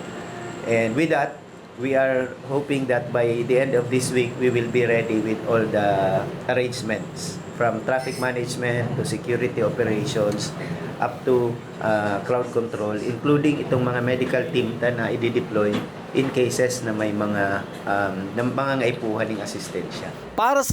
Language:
Bikol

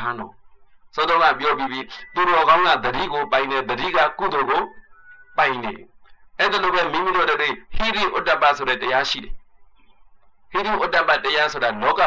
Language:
Burmese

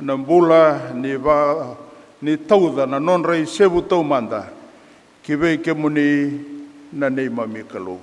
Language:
Fijian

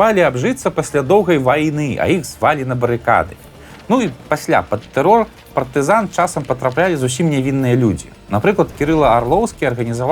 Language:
Belarusian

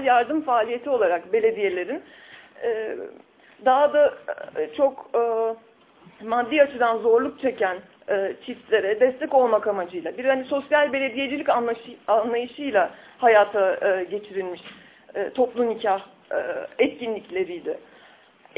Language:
Turkish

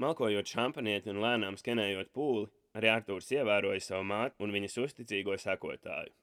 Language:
Latvian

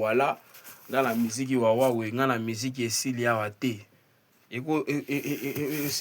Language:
Lingala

